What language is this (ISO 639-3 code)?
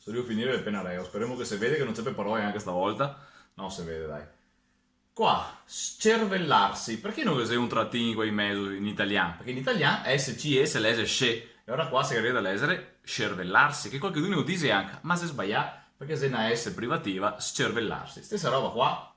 vec